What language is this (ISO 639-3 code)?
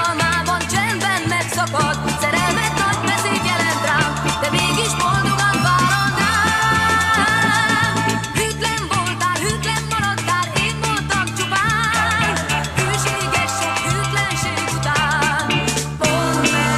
hun